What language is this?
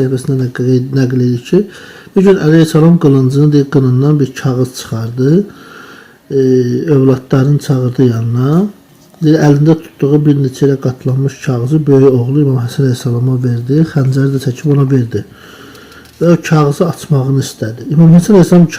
Azerbaijani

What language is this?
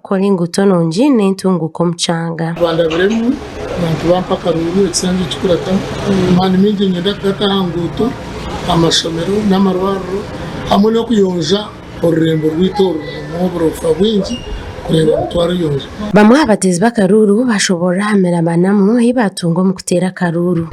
Nyankole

